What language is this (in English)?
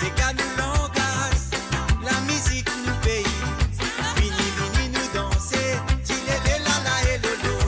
Morisyen